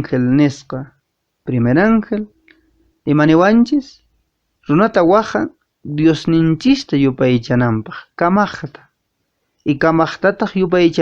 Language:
Quechua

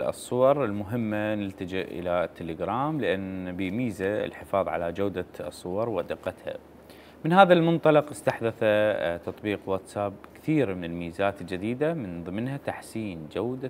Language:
Mesopotamian Arabic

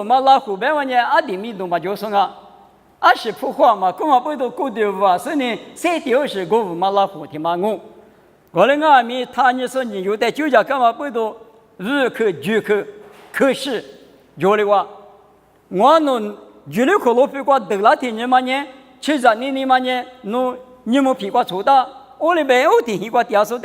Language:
Lisu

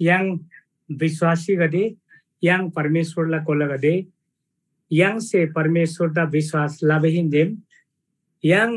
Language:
Eastern Tamang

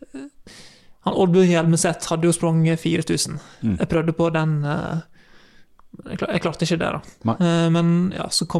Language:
Norwegian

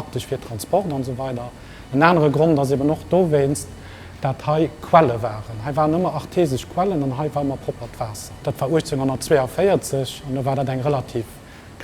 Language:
Luxembourgish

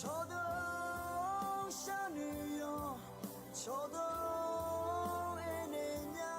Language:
Akha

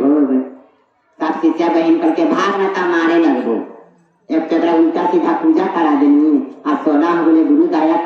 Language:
Magahi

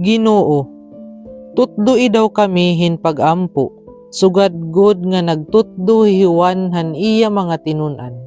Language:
Waray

